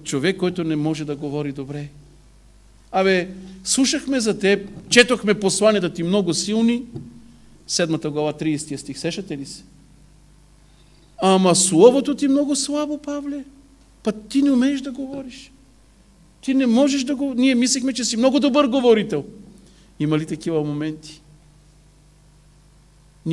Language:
Bulgarian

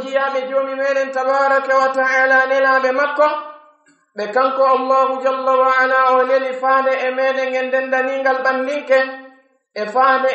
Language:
Pular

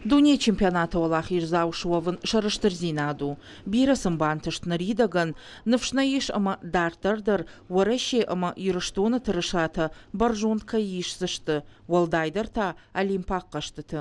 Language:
Ossetic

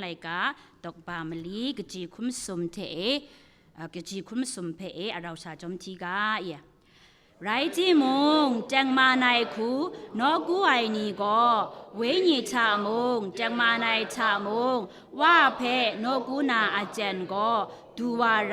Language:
Kachin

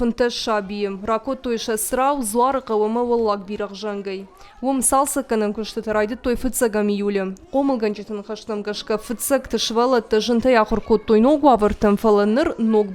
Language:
Ossetic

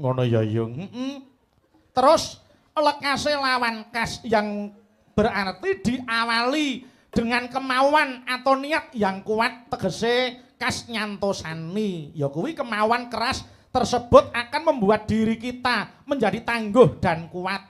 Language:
Javanese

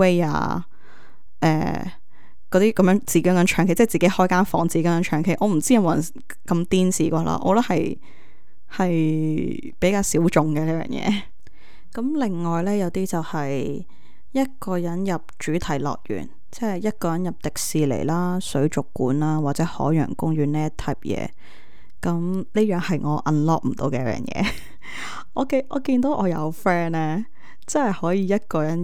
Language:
Cantonese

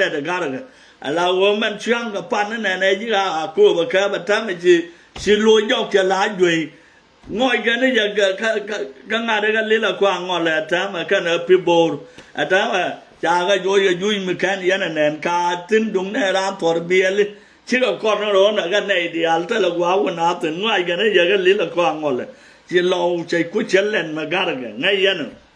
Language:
Nuer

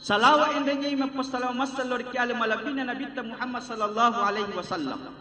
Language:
Buginese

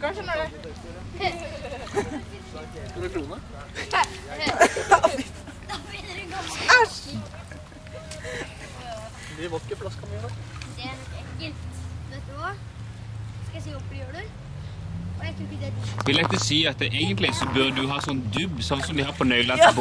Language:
Norwegian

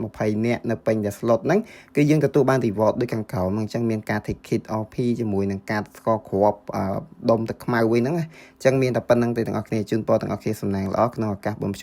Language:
Khmer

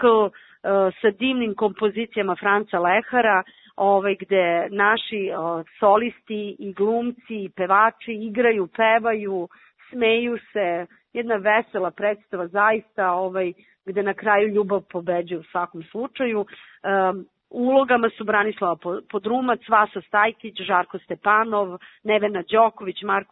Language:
Serbian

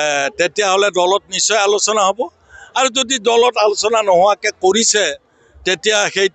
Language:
Assamese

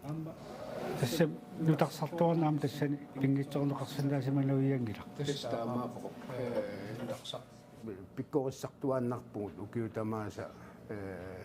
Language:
Kalaallisut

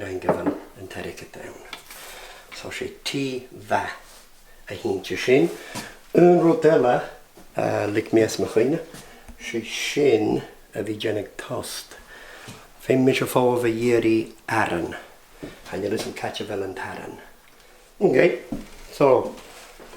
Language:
Scottish Gaelic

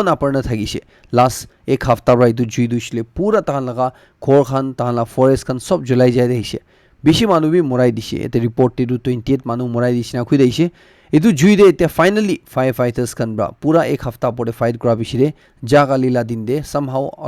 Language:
Naga Pidgin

